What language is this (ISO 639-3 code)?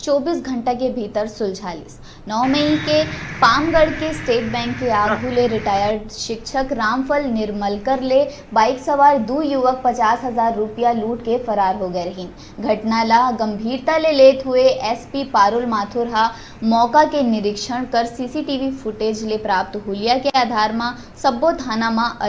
hne